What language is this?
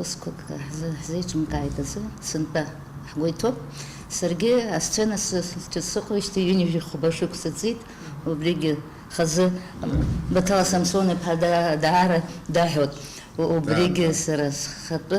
Abkhazian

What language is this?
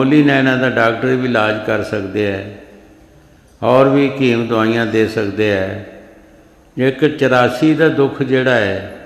Punjabi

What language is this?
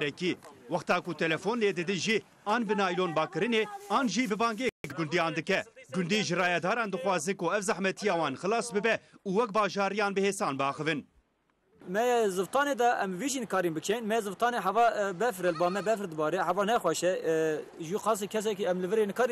Kurdish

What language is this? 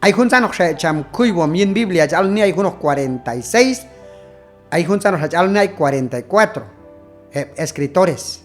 Q'anjob'al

